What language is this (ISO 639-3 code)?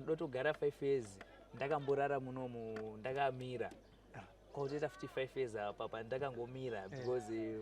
sna